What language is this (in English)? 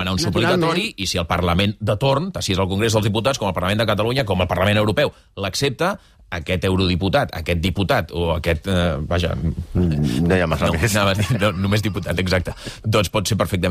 Catalan